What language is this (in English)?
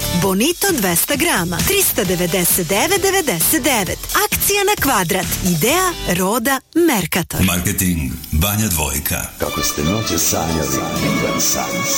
Serbian